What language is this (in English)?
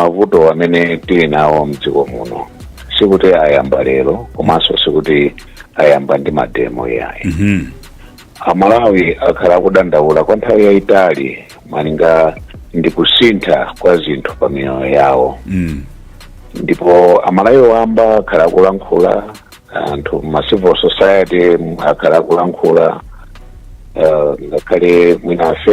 Nyanja